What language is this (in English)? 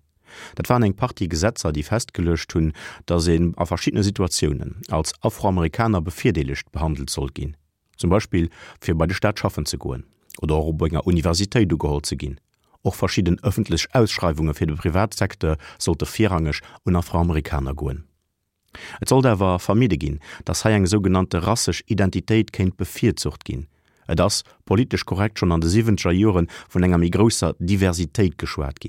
Luxembourgish